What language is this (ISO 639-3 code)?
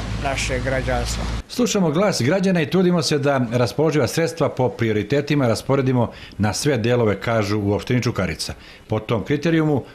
srp